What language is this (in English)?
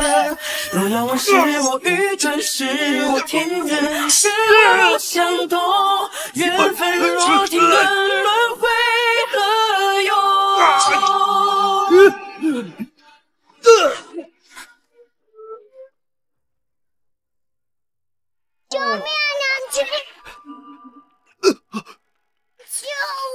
Chinese